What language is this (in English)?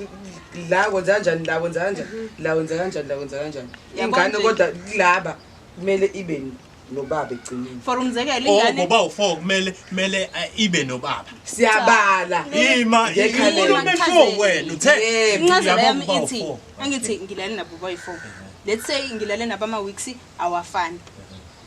Zulu